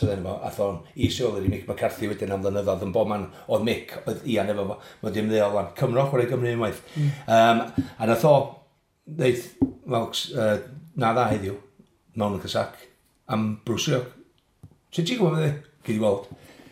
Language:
Welsh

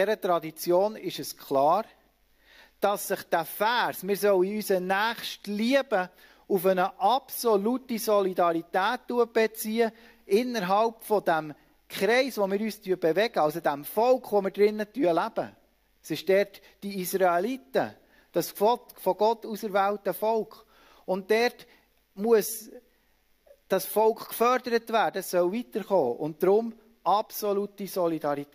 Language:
Swiss German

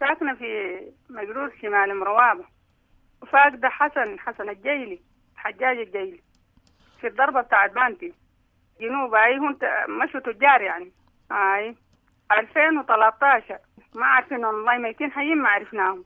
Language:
Sudanese Arabic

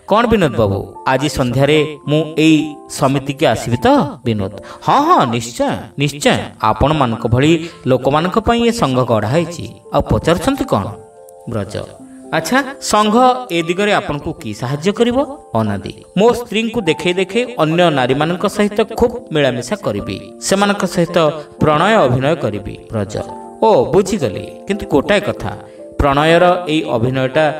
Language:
Odia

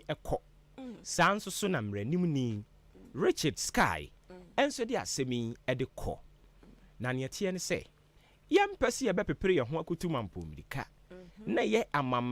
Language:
Akan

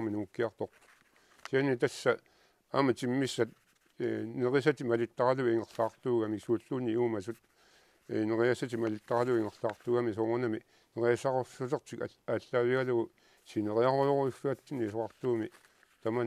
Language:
Kalaallisut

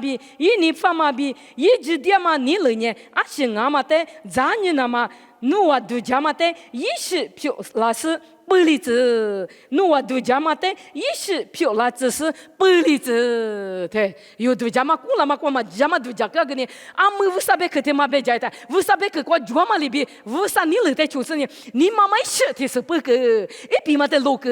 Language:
Lisu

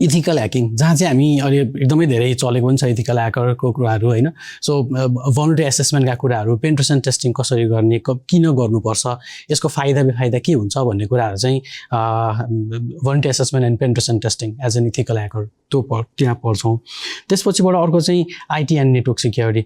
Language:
Nepali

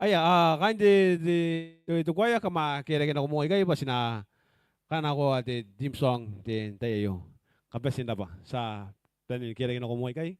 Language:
Gilbertese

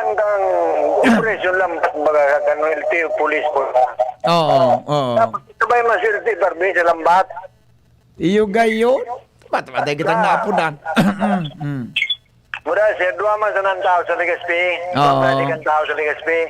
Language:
Bikol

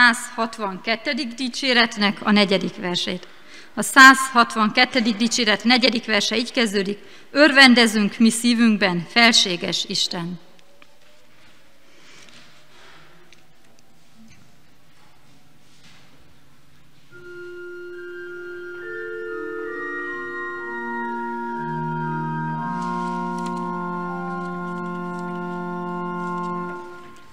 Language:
Hungarian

